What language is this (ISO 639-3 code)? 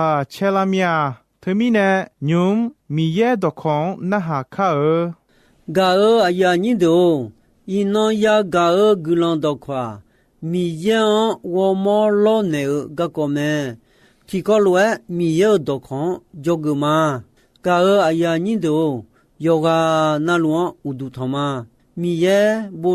ahk